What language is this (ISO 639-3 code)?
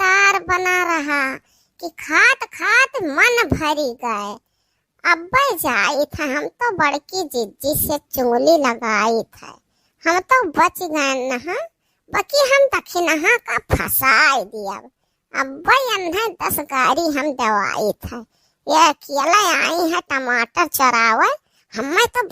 awa